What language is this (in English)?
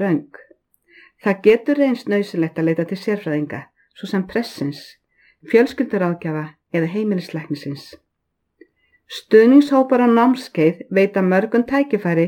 Icelandic